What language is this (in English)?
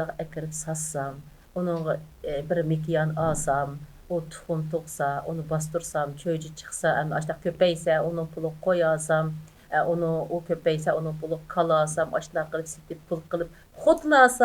Uyghur